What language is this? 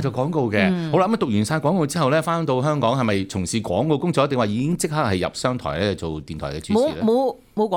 Cantonese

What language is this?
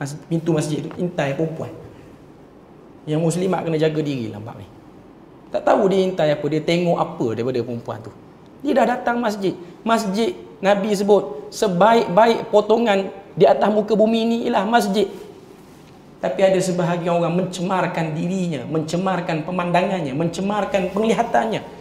Malay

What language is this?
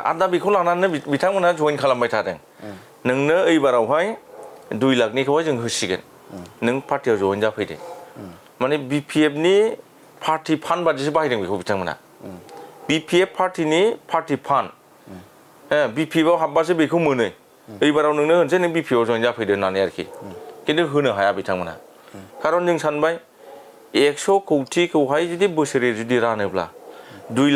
Bodo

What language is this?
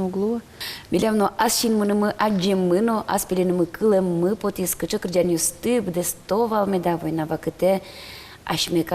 Udmurt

